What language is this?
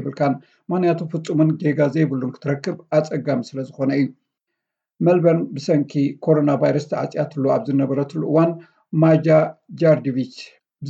Tigrinya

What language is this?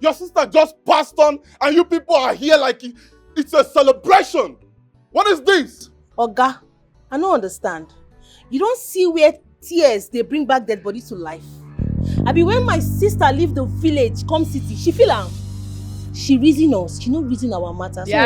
Nigerian Pidgin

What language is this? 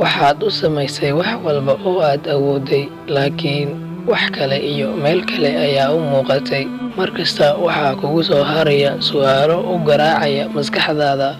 Somali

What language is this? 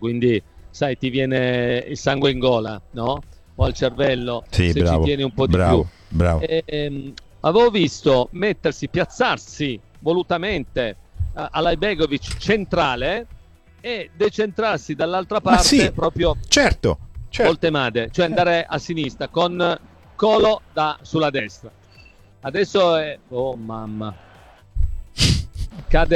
Italian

